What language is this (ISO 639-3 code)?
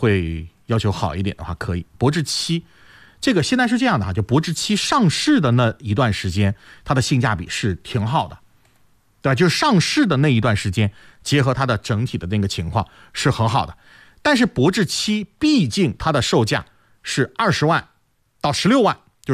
zho